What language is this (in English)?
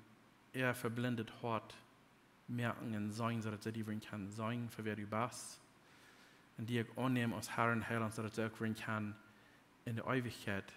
Plautdietsch